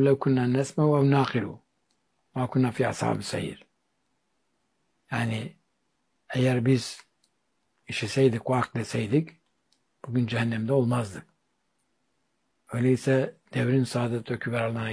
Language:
Turkish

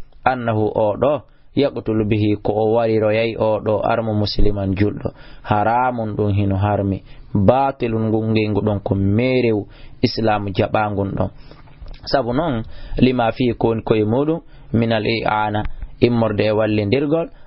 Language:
Fula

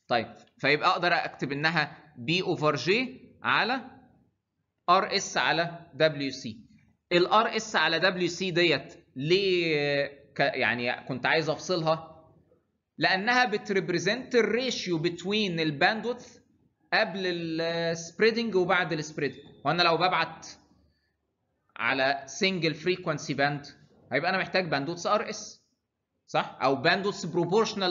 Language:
Egyptian Arabic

